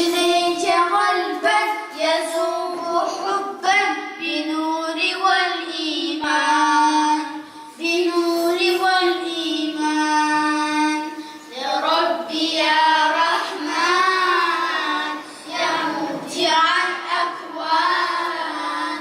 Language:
Kabardian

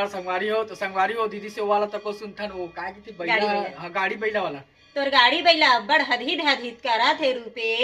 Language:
Chhattisgarhi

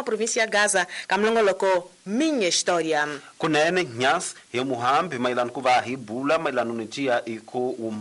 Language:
Tsonga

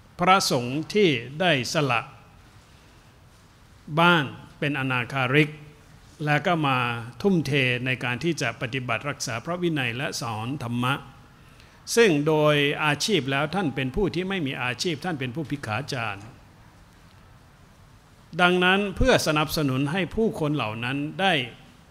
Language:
Thai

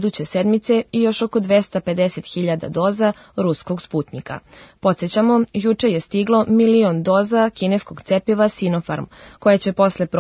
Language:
Serbian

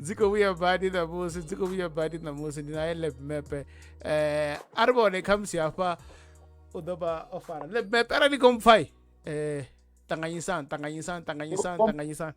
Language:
Venda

